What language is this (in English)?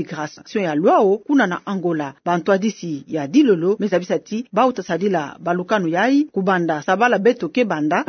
Kituba (Democratic Republic of Congo)